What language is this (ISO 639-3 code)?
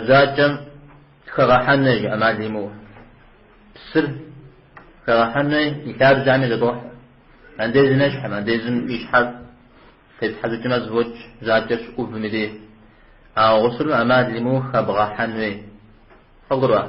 kbd